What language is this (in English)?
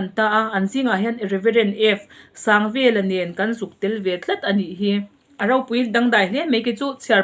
Mizo